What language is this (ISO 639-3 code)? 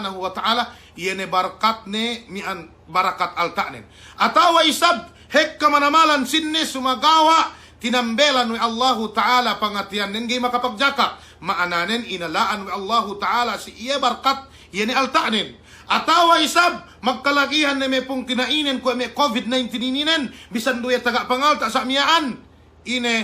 yka